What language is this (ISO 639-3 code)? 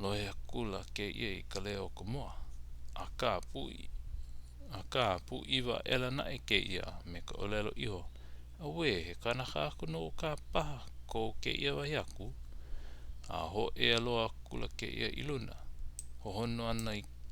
haw